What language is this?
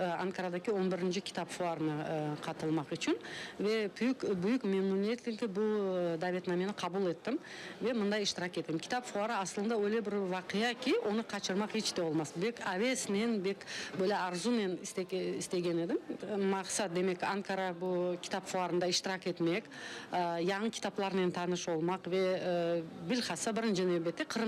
Crimean Tatar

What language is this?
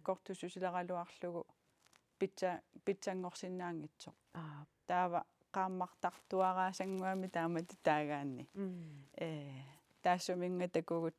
Kalaallisut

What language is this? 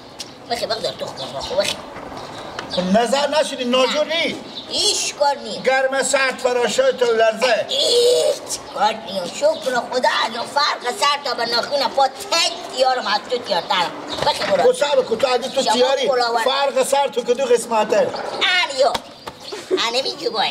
Persian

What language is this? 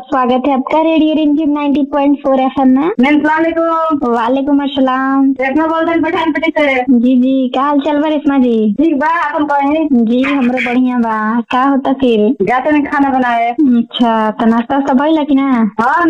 Bhojpuri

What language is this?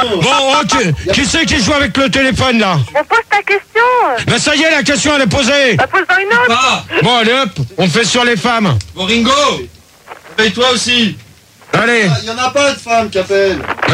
French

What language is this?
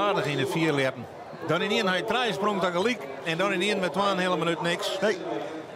Western Frisian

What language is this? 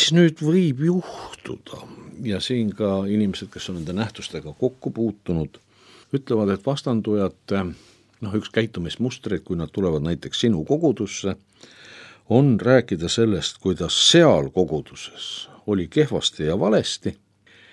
Estonian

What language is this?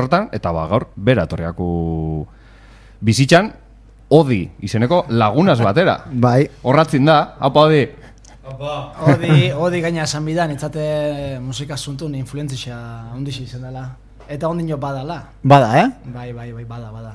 Basque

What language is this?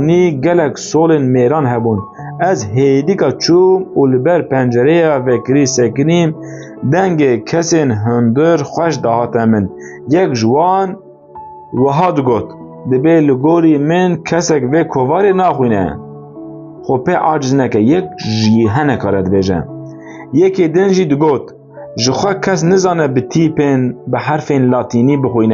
Kurdish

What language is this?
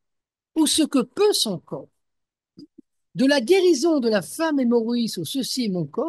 French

